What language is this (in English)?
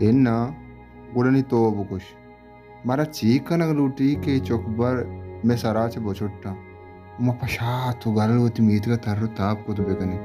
Baluchi